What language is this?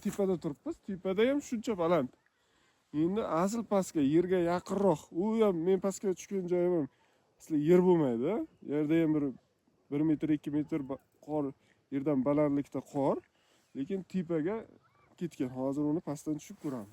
Uzbek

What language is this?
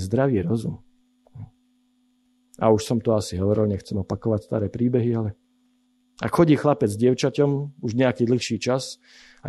Slovak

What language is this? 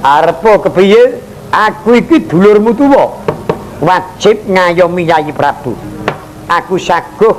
Javanese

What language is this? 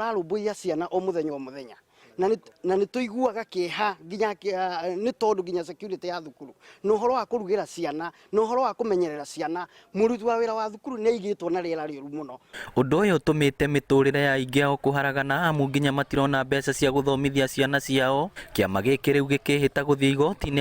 Kikuyu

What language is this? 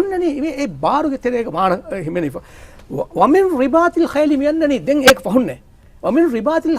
Divehi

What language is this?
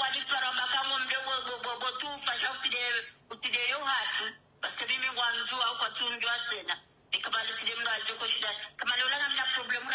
Swahili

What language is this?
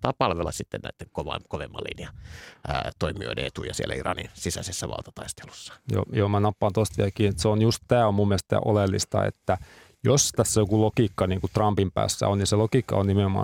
Finnish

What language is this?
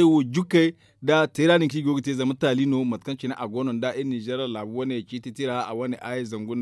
Zarma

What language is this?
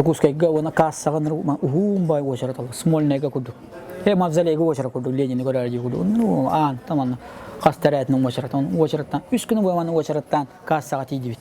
Yakut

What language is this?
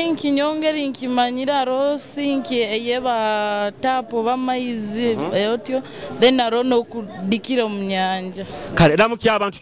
Nyoro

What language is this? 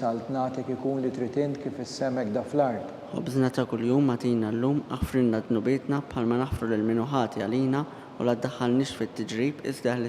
Maltese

